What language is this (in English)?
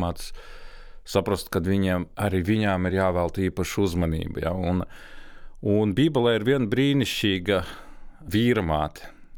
Latvian